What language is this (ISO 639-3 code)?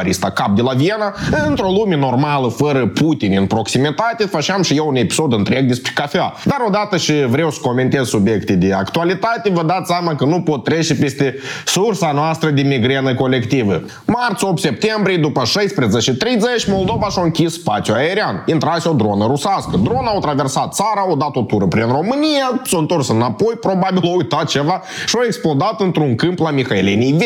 ron